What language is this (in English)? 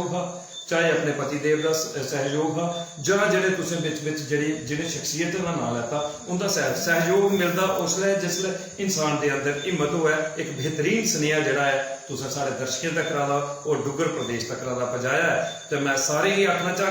Dogri